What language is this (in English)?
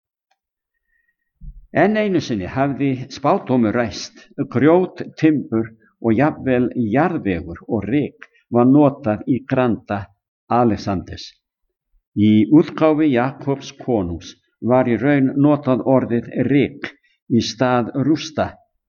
Icelandic